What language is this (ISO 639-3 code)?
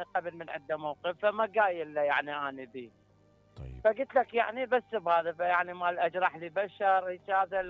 acm